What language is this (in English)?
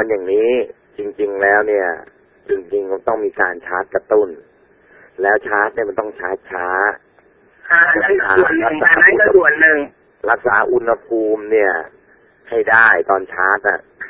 Thai